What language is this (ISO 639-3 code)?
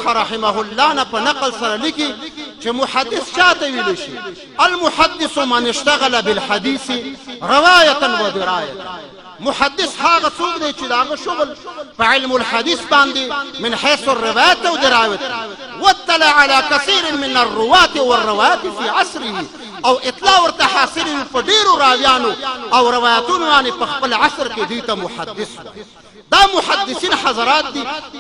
pus